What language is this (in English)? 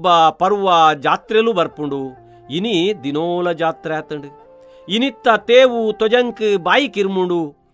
Tulu